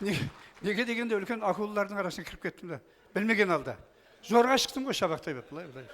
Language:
Kara-Kalpak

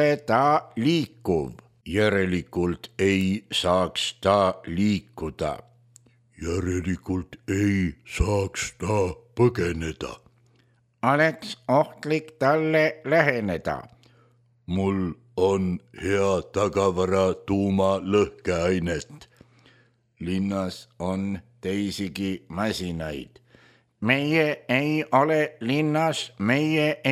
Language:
Estonian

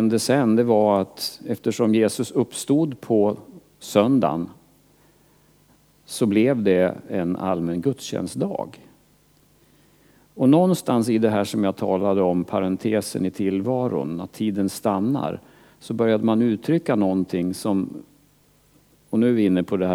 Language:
Swedish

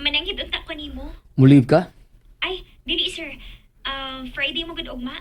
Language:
Cebuano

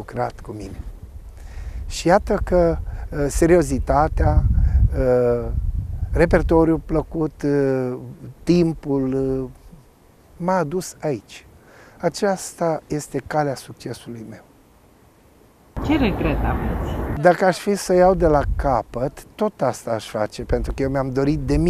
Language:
Romanian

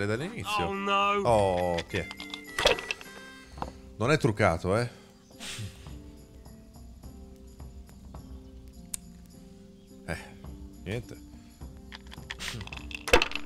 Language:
Italian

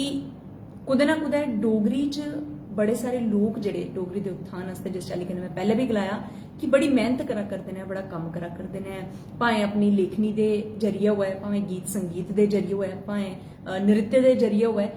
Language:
Dogri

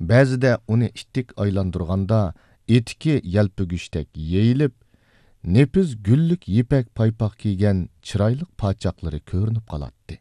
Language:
Uyghur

